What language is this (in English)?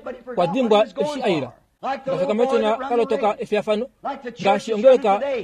Kuanyama